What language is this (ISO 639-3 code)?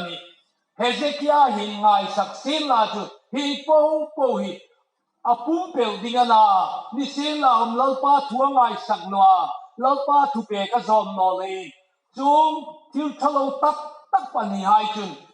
hmr